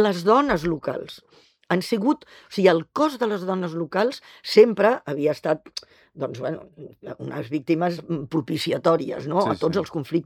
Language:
Catalan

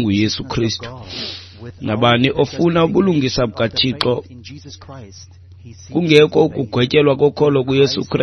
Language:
Xhosa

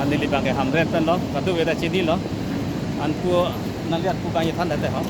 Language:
Karbi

